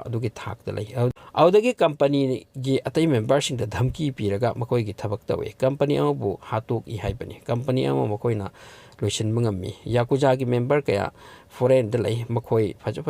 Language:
Manipuri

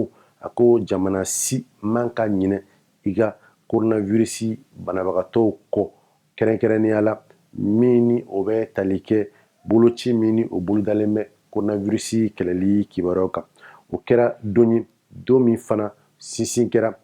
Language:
Bambara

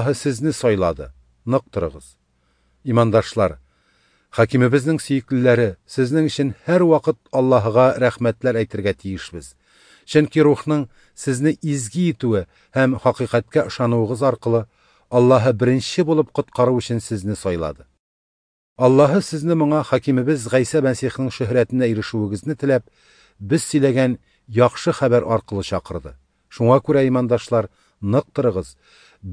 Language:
Tatar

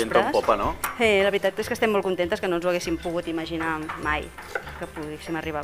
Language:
Catalan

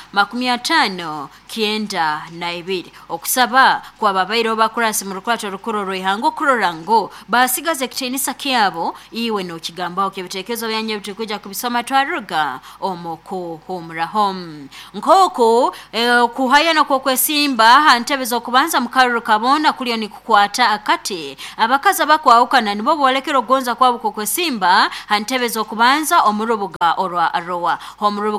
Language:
Nyoro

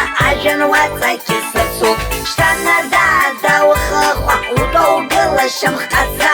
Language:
Abkhazian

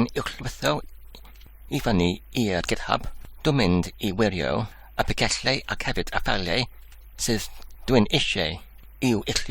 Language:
Welsh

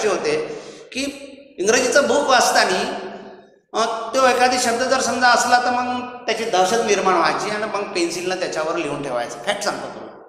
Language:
Marathi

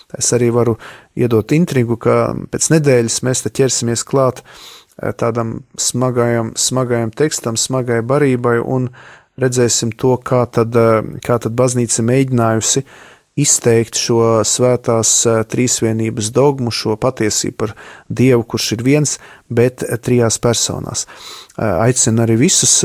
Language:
Latvian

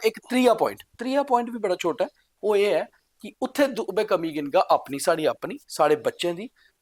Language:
Dogri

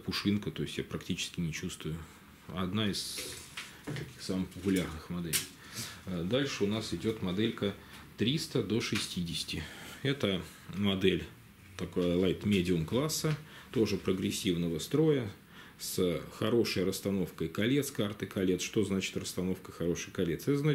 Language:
Russian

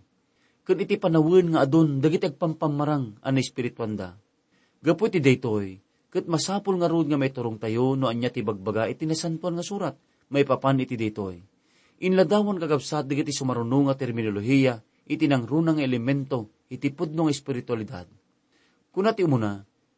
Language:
Iloko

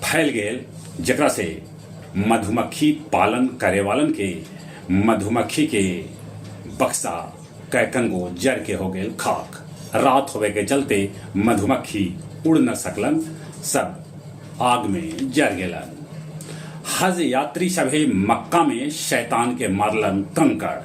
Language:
Magahi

